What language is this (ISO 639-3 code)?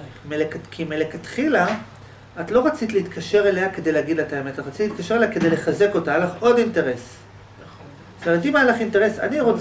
heb